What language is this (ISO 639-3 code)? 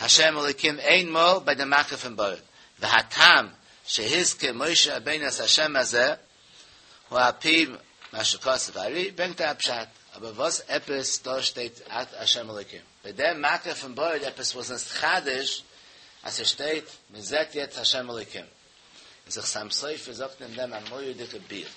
yid